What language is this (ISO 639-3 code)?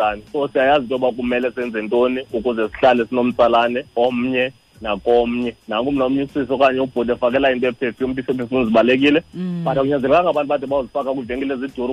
xho